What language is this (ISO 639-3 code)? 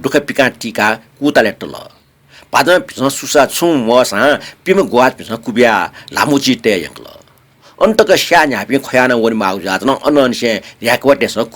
new